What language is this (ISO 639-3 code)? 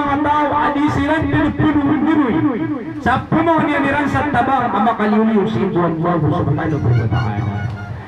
mrw